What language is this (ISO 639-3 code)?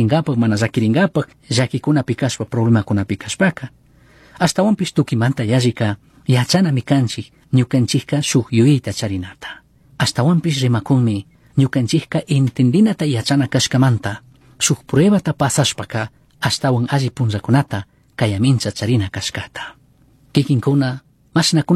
qug